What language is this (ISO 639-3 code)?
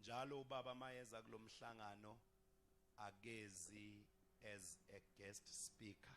zul